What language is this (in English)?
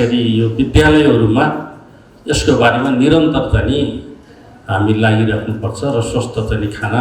Nepali